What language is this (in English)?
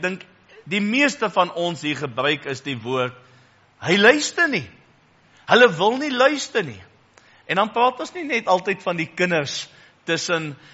Afrikaans